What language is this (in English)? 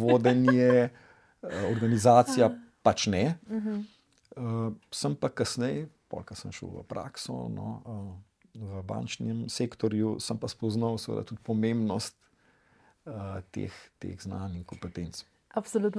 Slovenian